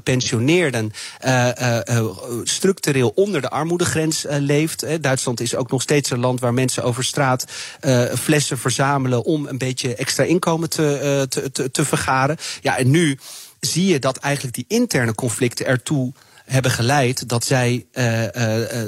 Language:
Dutch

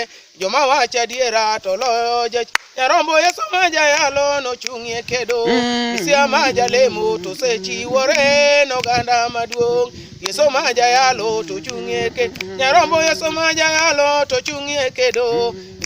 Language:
Luo (Kenya and Tanzania)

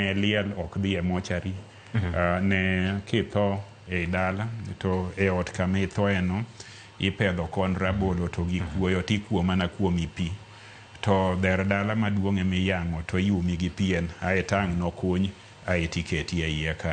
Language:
Luo (Kenya and Tanzania)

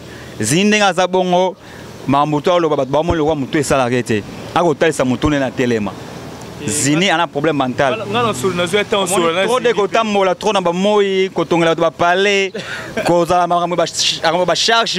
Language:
Lingala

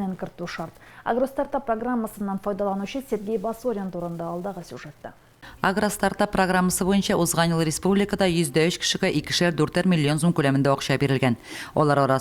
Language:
Tatar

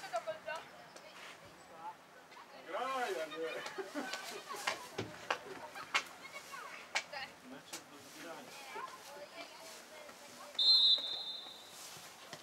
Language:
Polish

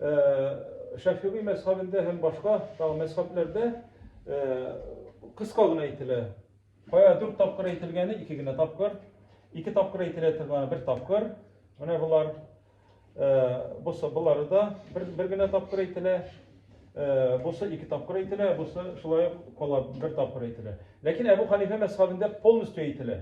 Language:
Tatar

